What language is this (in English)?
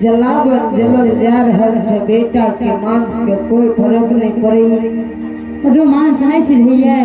Angika